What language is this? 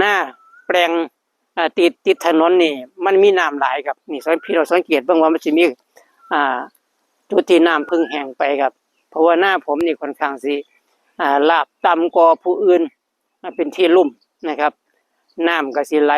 Northeastern Thai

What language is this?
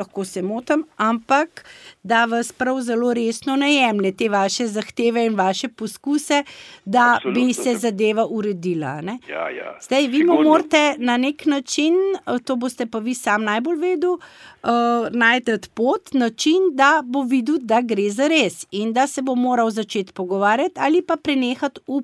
Slovenian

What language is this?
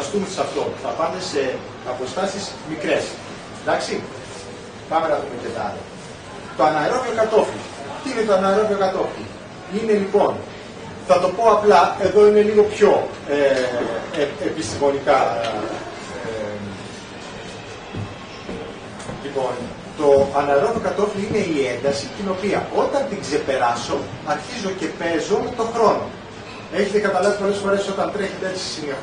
Greek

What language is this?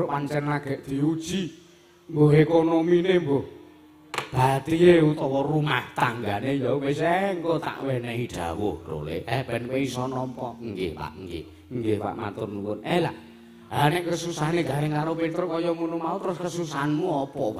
Javanese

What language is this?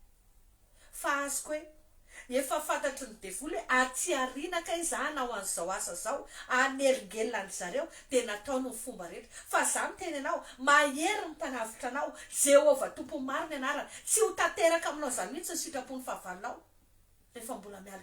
Malagasy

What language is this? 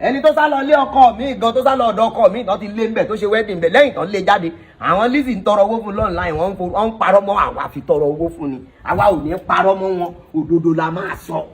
Yoruba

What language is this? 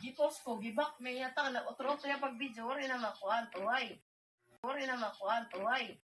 Waray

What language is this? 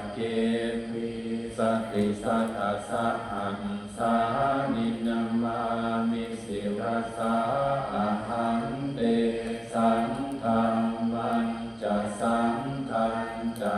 Pali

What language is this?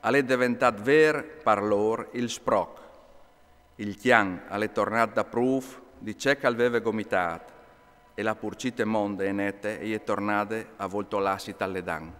Friulian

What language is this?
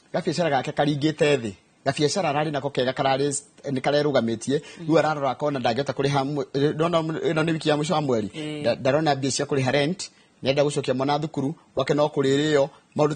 Kikuyu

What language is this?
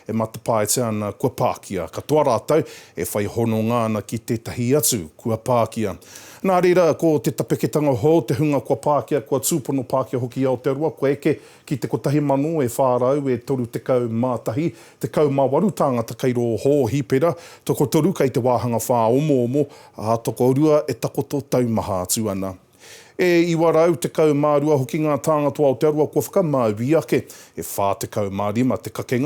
Māori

